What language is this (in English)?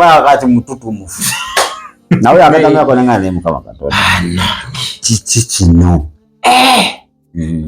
Ganda